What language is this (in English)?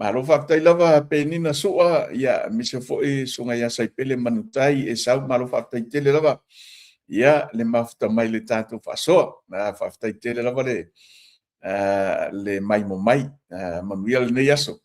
Samoan